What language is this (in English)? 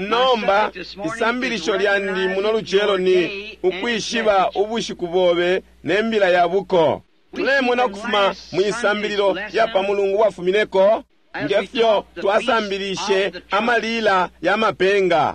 Bemba